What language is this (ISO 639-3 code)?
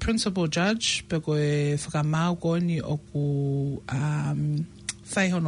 ton